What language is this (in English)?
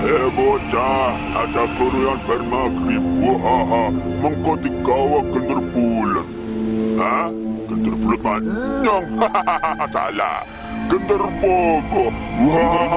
Betawi